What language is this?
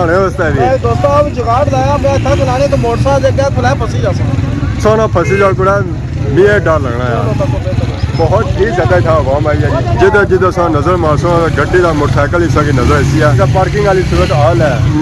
Pahari-Potwari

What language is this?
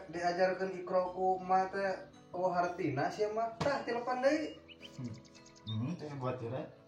Sundanese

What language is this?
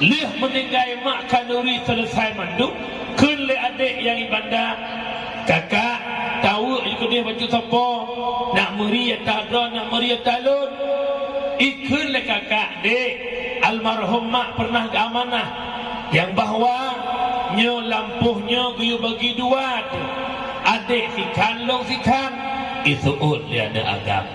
Achinese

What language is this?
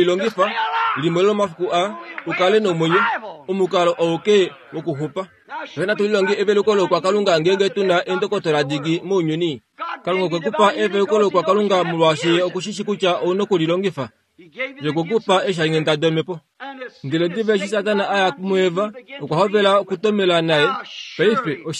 Kuanyama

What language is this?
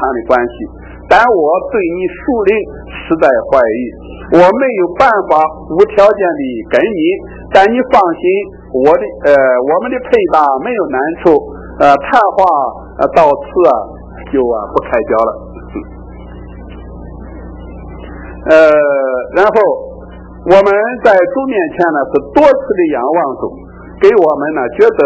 Chinese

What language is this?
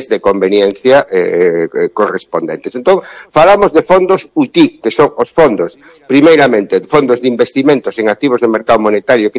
Galician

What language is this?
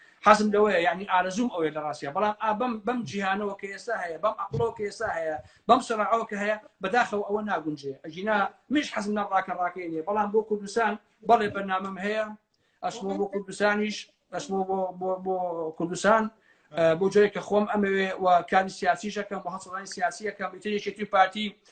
Central Kurdish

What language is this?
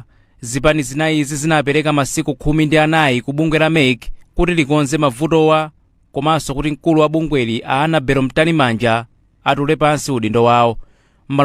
Nyanja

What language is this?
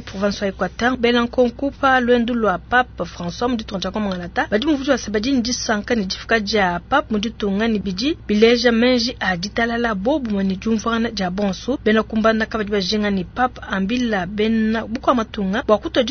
Luba-Lulua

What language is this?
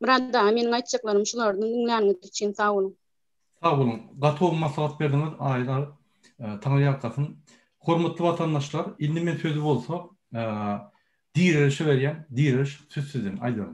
Turkmen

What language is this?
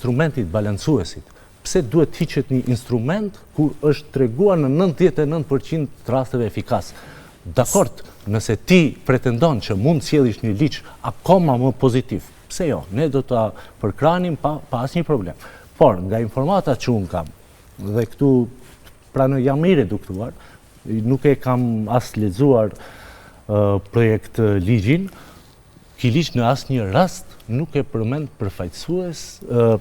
Albanian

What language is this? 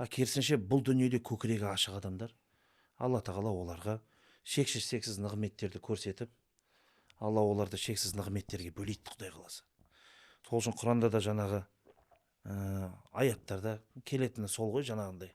Kazakh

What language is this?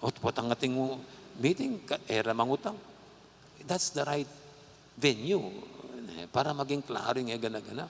Pampanga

